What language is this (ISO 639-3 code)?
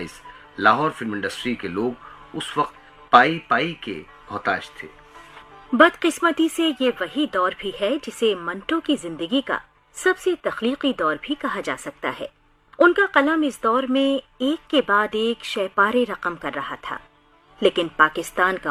urd